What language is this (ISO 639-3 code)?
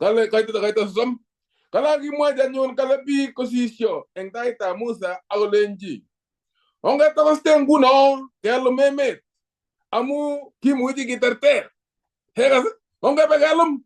kln